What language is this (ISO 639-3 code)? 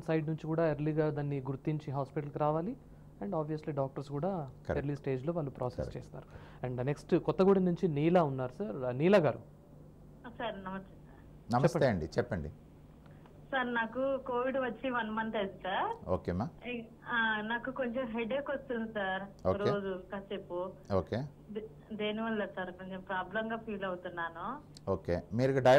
tel